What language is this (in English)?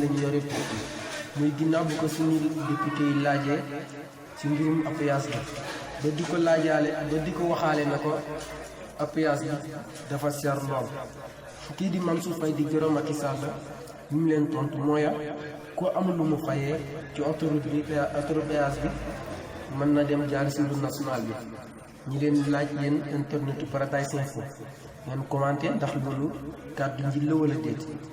Wolof